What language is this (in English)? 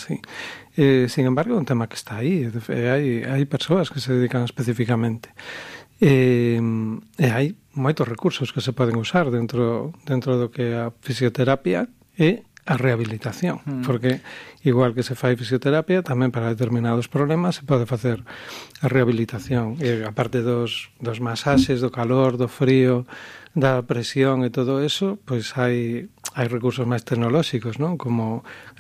Galician